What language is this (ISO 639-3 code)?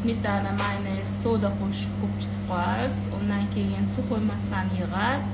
uzb